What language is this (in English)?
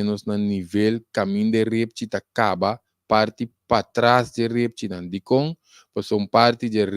Papiamento